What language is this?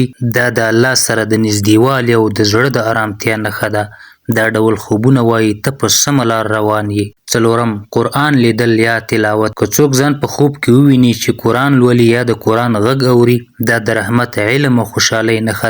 Pashto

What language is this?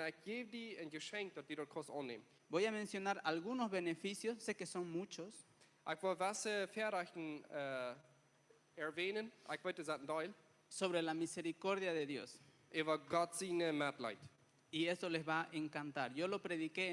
Plautdietsch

